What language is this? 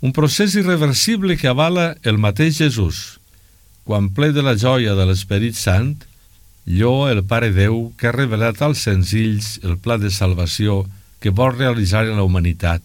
Catalan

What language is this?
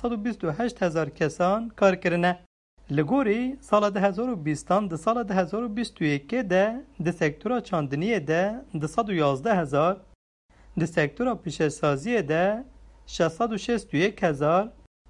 Kurdish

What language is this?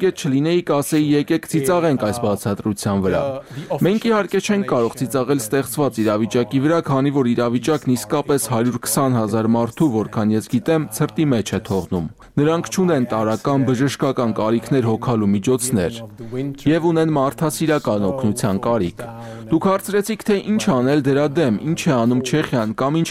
Armenian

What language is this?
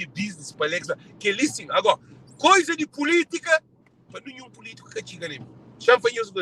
Kabuverdianu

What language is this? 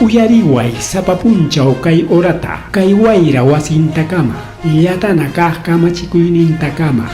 Ayacucho Quechua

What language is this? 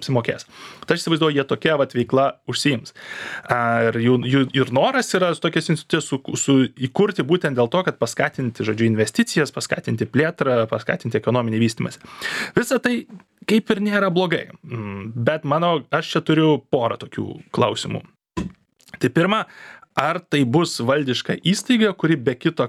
Lithuanian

